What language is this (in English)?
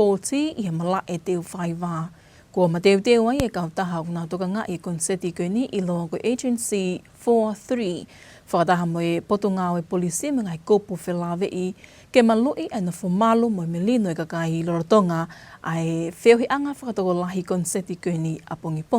Tongan